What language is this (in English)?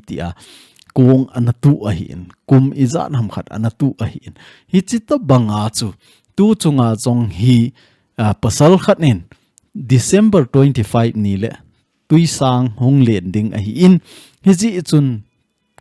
Thado Chin